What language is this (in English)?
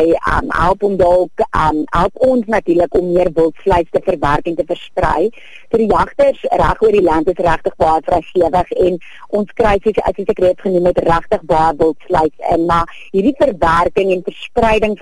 Afrikaans